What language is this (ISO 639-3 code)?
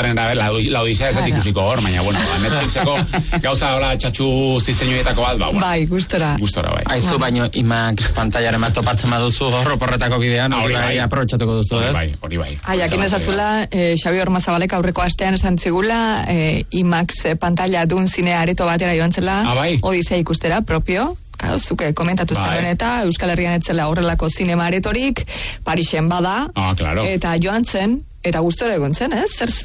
eus